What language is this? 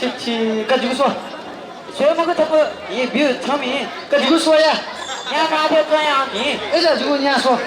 Newari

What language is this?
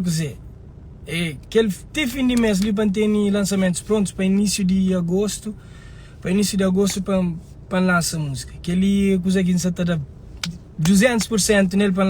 Kabuverdianu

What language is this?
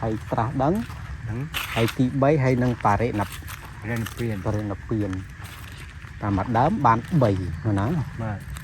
Khmer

